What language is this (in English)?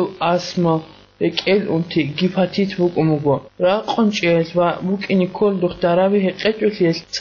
Avaric